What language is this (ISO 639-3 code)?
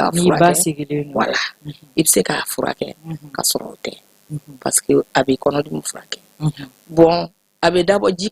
bam